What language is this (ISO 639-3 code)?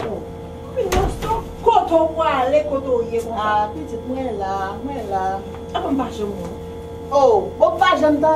hat